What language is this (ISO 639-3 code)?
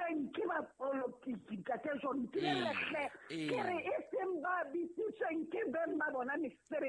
sot